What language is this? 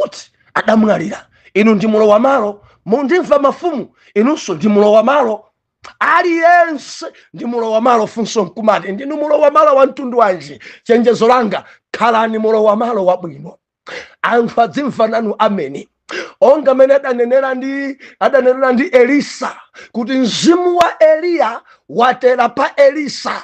Nyanja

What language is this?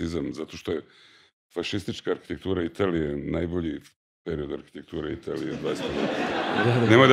Serbian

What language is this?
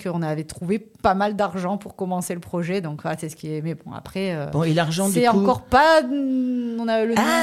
French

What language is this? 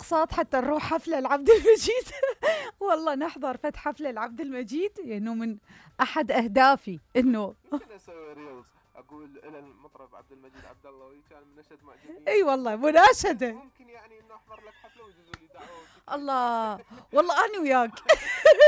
Mesopotamian Arabic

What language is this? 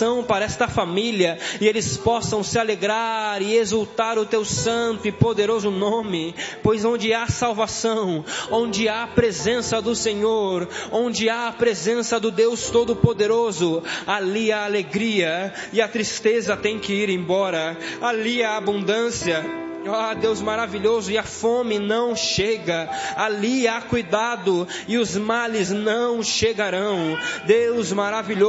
Portuguese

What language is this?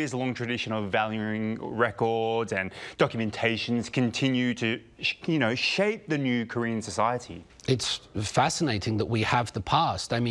English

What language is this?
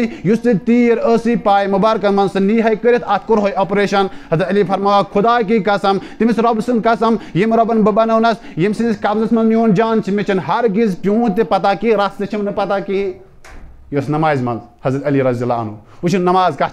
Kashmiri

